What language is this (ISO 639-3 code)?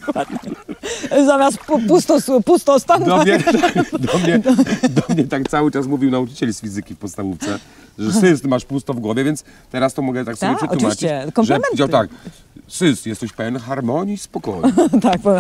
pol